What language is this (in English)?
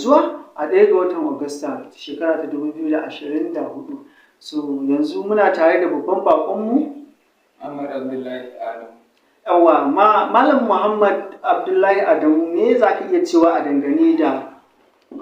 Hausa